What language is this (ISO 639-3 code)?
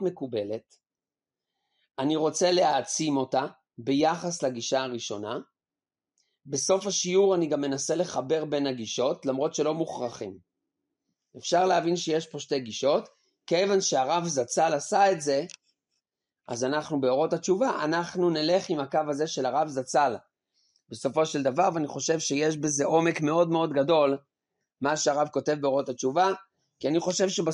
heb